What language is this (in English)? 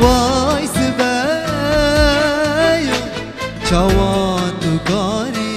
Kurdish